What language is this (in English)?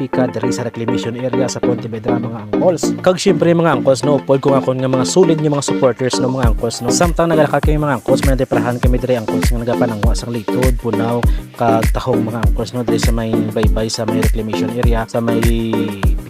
Hiligaynon